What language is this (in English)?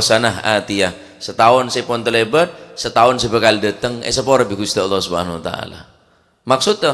Madurese